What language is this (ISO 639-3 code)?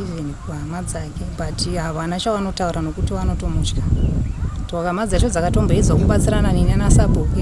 sna